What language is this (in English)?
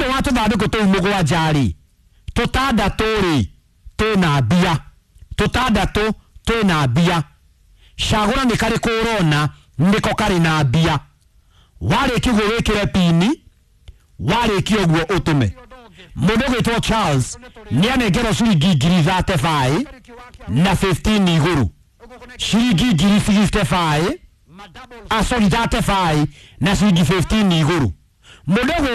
Kikuyu